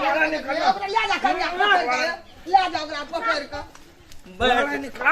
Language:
Maithili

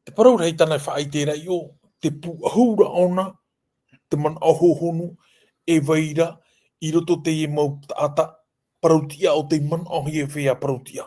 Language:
Tahitian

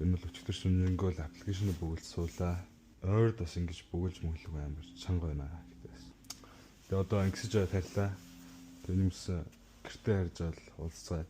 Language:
Mongolian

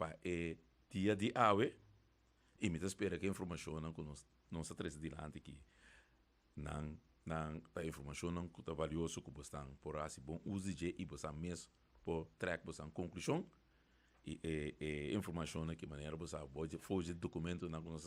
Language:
Papiamento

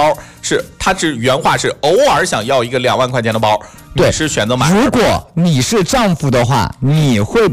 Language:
Chinese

